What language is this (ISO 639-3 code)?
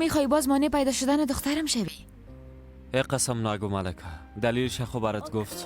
fas